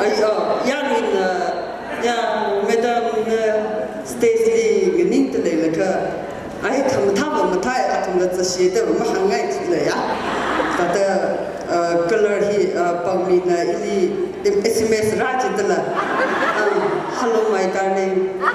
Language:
Tangkhul Naga (India)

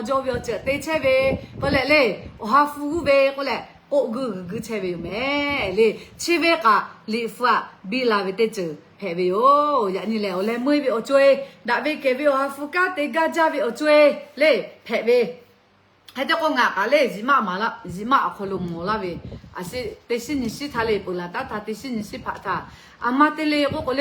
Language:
Lahu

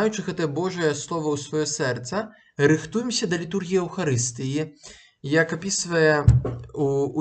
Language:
Belarusian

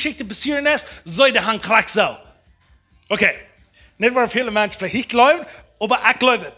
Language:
Plautdietsch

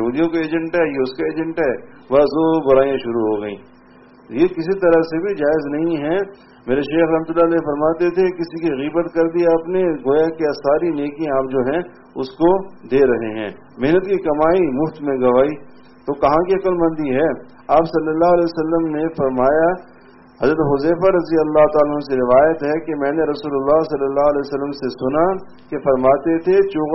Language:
Urdu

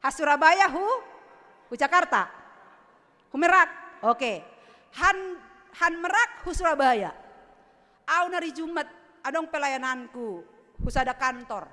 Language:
Batak Simalungun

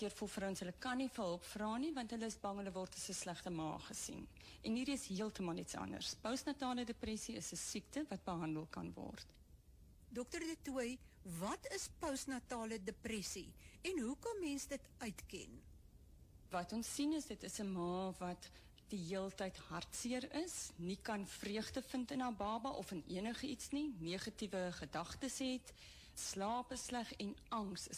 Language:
Afrikaans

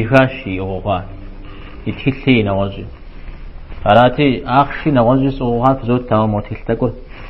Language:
Kabardian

